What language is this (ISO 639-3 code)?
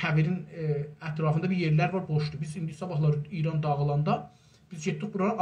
azb